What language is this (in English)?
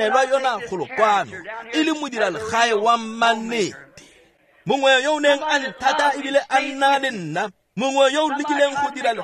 Tswana